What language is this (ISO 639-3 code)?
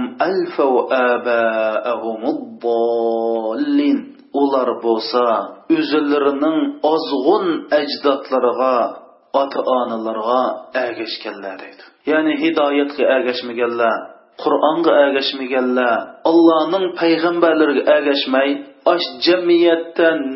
uig